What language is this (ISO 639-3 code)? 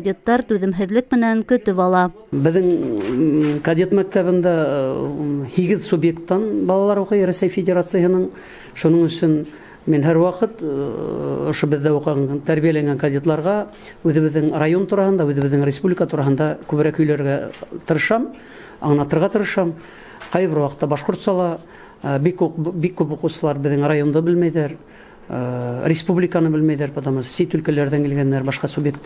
bak